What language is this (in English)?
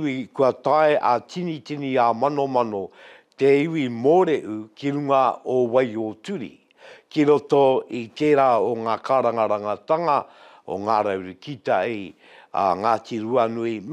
Māori